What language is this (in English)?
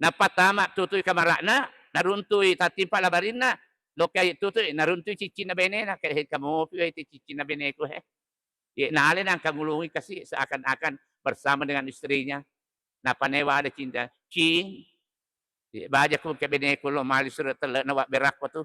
Buginese